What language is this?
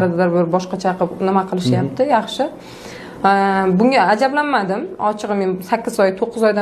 Uzbek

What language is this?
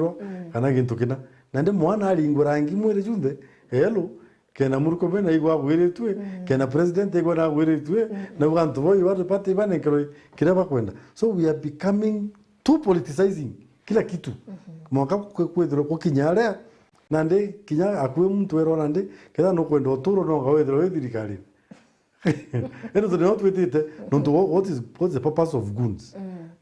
Meru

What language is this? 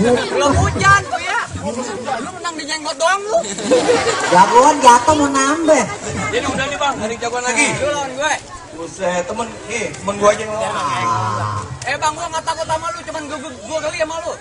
Betawi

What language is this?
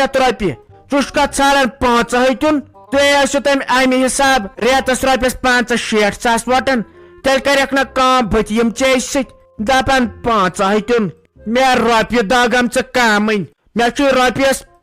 Kashmiri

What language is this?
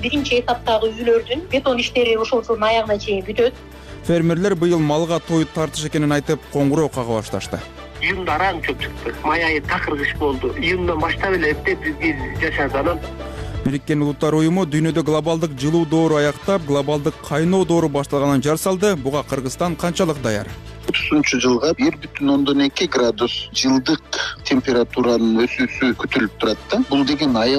Kyrgyz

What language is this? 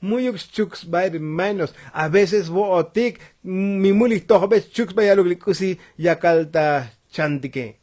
Tzotzil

